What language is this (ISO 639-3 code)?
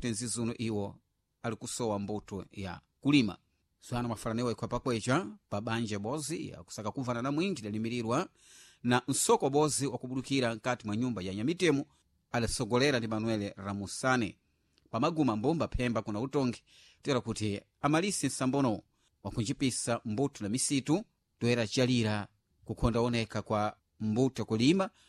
seh